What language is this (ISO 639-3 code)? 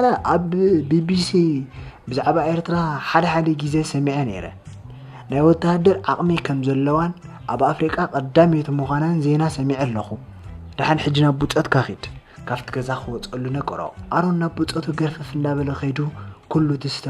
tir